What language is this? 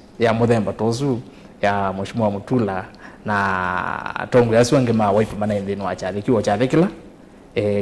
Kamba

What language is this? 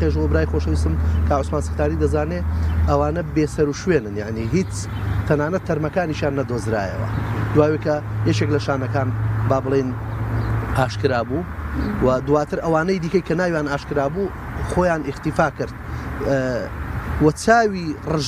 Central Kurdish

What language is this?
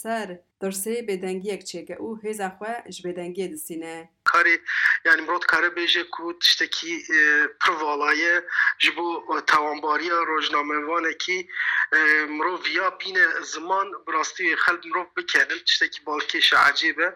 Kurdish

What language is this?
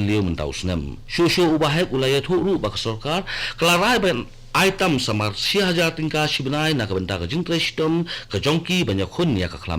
Khasi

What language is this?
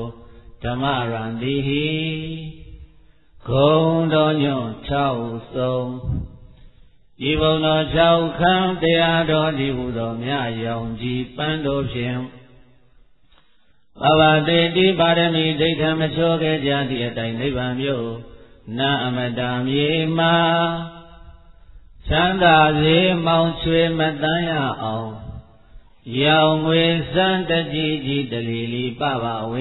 Burmese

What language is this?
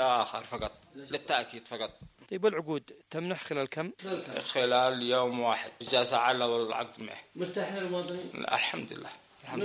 Arabic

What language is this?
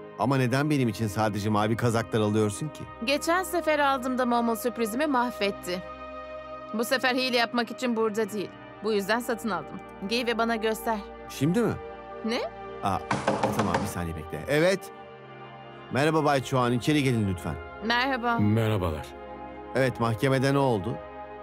Turkish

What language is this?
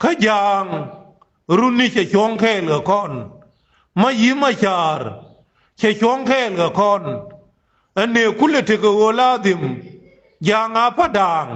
Nuer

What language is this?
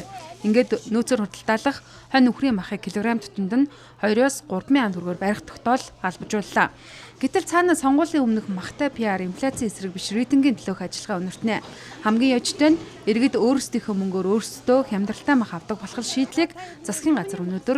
Mongolian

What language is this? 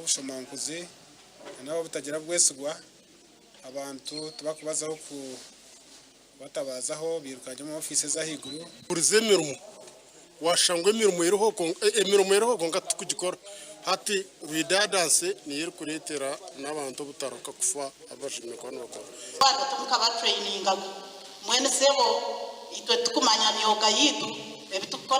Nyankole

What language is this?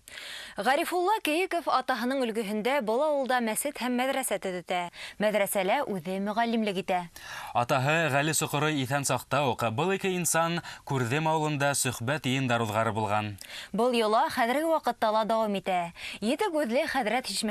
Bashkir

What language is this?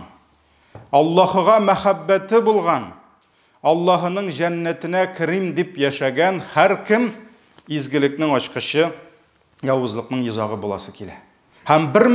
Tatar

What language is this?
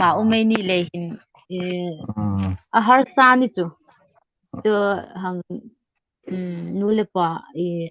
Hmar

